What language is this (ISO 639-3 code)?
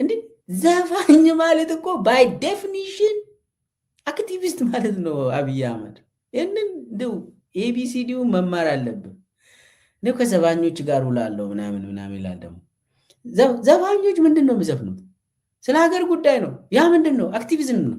amh